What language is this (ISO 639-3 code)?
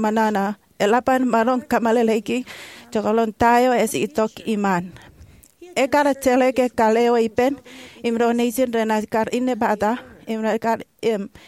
mah